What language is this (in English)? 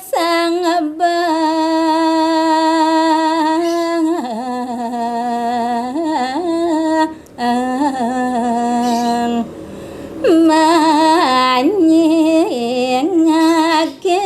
Balinese